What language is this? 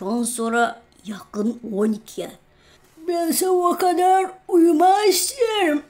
Gagauz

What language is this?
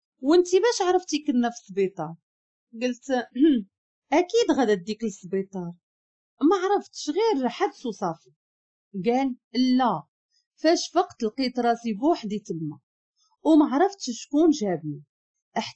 Moroccan Arabic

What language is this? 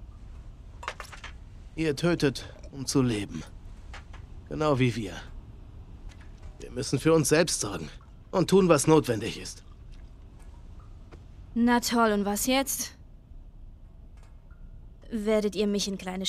German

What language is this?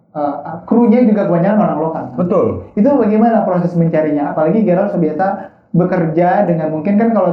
Manado Malay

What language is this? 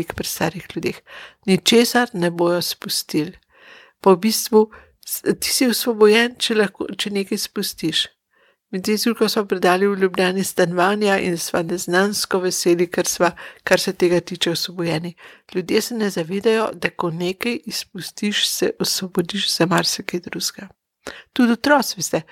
Slovenian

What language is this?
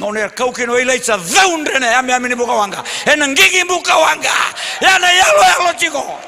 Fijian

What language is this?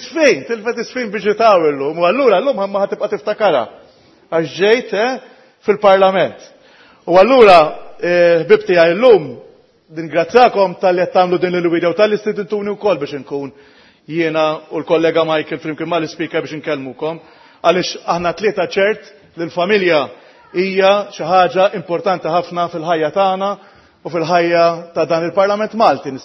Maltese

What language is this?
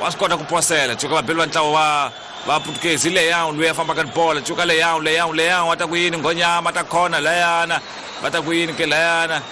Tsonga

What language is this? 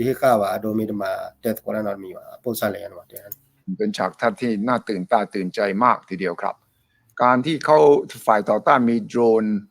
S'gaw Karen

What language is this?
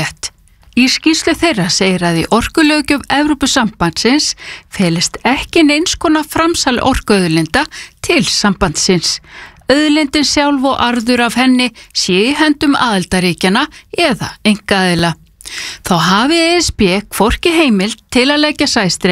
Icelandic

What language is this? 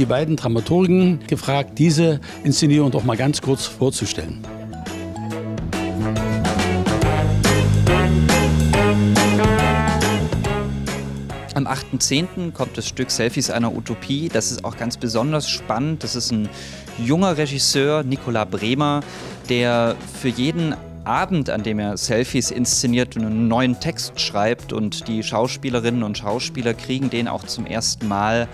German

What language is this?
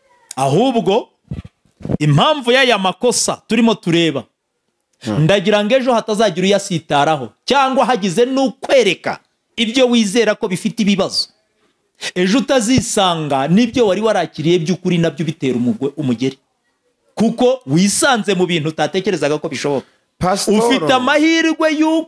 Kinyarwanda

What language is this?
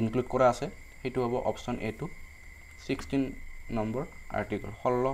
Assamese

